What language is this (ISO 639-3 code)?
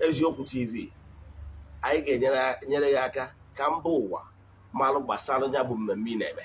ibo